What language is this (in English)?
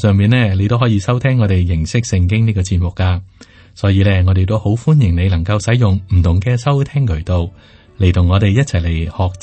Cantonese